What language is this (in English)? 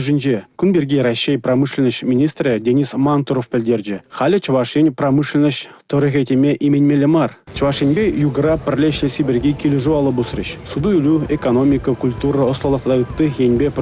Chuvash